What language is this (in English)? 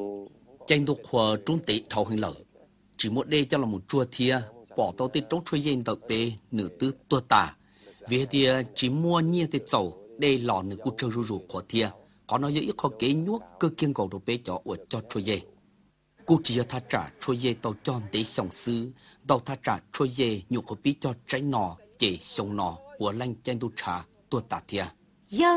Vietnamese